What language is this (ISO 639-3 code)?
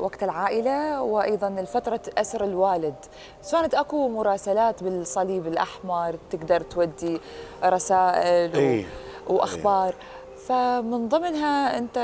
acm